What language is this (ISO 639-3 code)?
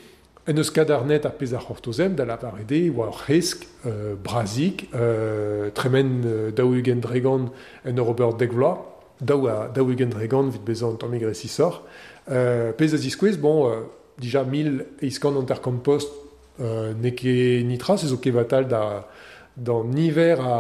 bre